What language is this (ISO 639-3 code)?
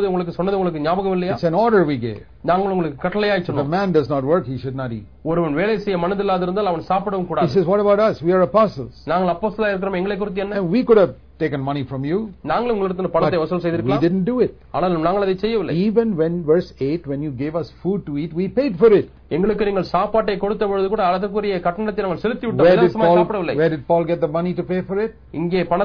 tam